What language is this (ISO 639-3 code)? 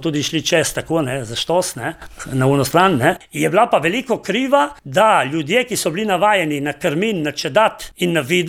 slv